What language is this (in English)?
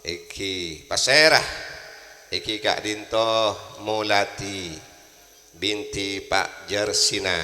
Madurese